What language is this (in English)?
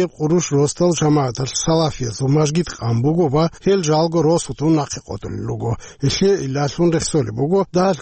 Avaric